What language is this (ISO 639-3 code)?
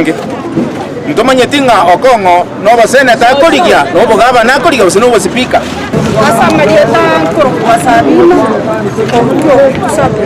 guz